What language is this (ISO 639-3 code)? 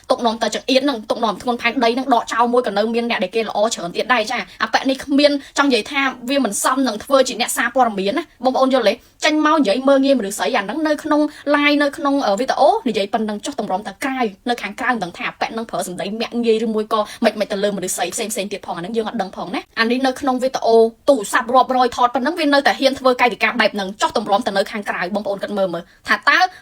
khm